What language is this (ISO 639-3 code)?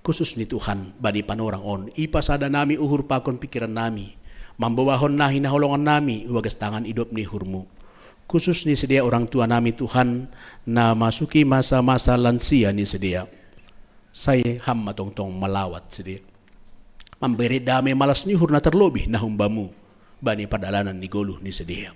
bts